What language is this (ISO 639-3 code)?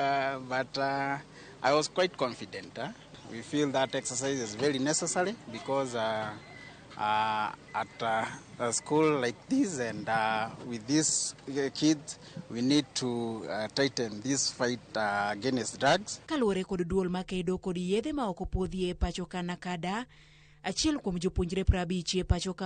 luo